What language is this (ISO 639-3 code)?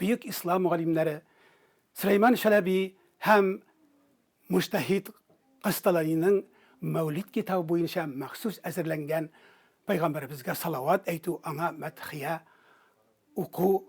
tat